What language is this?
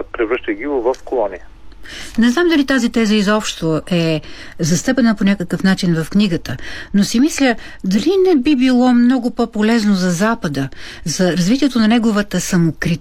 Bulgarian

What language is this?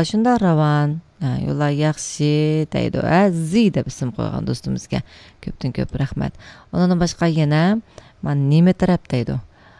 Uyghur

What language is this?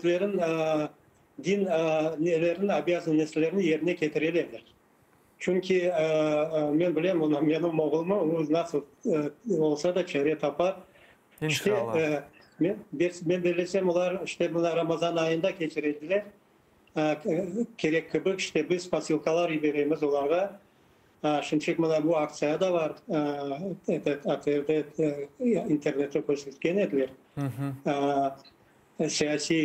Crimean Tatar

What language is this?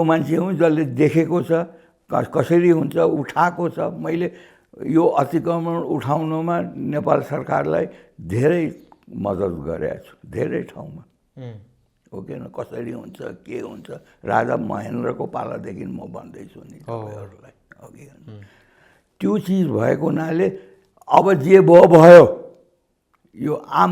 Nepali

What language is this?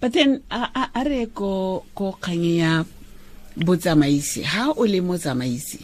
Tswana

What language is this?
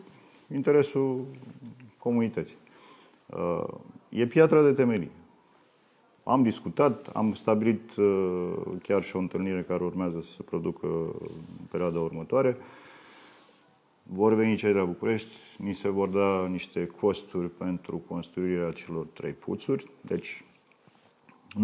Romanian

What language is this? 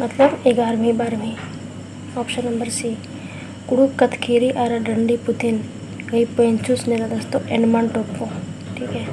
Kurukh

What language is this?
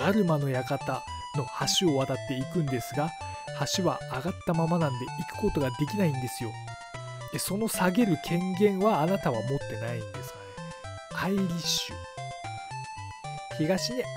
Japanese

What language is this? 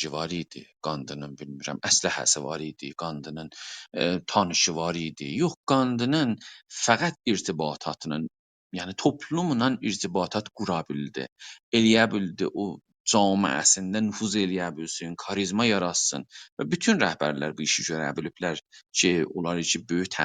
South Azerbaijani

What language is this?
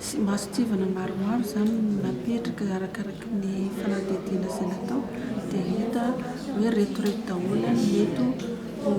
Malagasy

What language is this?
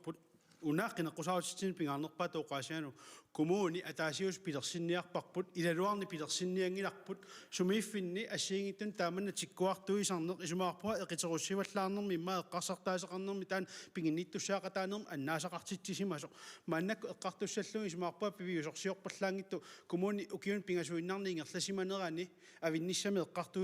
Kalaallisut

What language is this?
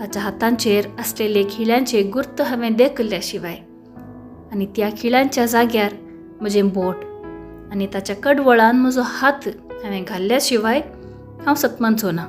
Konkani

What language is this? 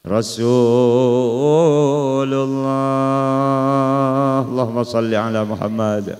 Madurese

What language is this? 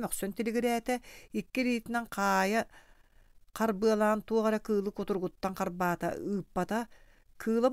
Yakut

